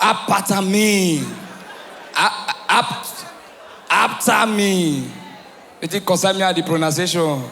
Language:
Nigerian Pidgin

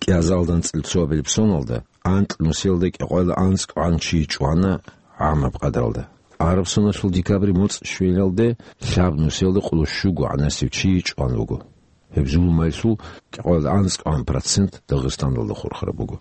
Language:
Avaric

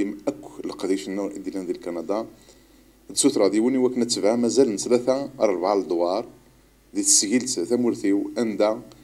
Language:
Kabyle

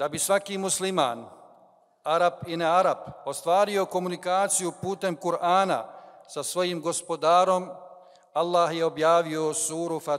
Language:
Bosnian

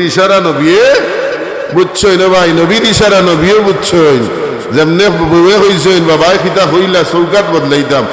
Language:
Sylheti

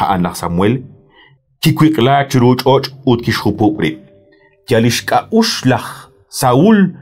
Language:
Kekchí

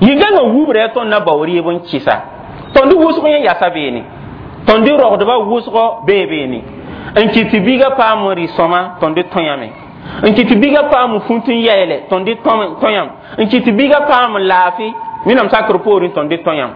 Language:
Mossi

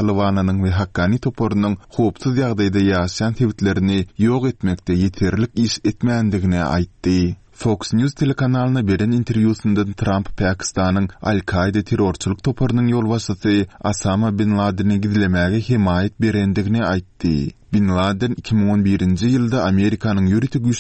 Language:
Turkmen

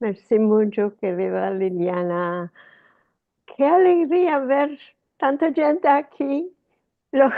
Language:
Ladino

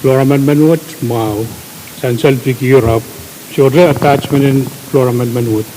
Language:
Pohnpeian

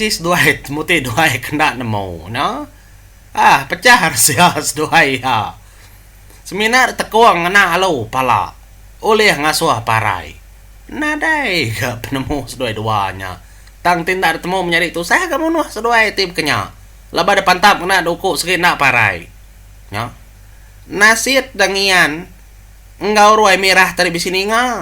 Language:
Iban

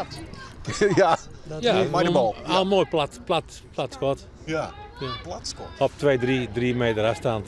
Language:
Western Frisian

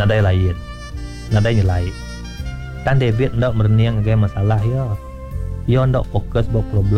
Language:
Iban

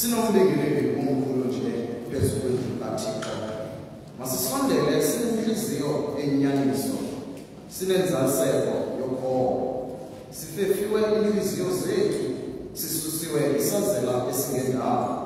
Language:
Xhosa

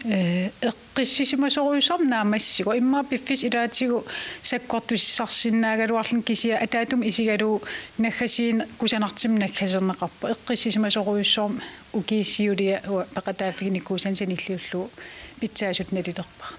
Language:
Kalaallisut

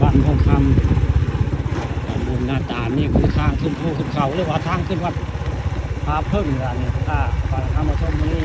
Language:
Northeastern Thai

